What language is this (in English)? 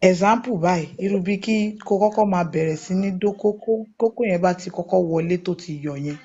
Yoruba